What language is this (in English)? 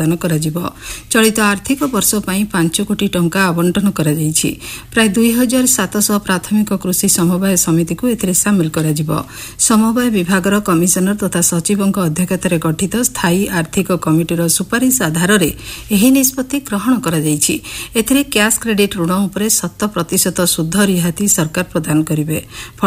Odia